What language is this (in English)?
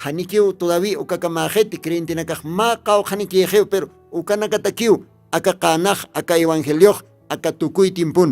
Aymara